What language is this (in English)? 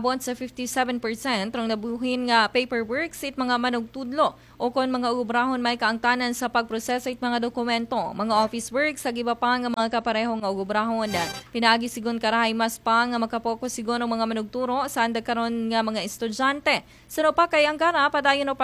Aklanon